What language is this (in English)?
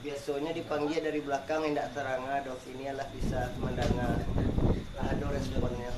Minangkabau